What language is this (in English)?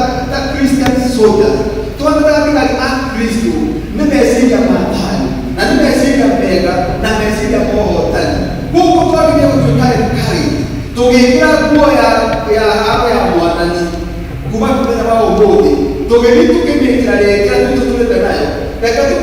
Kikuyu